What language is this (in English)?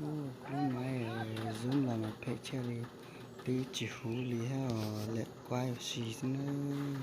Hmong